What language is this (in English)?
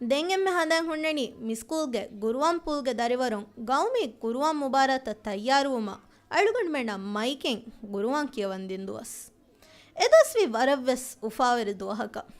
Divehi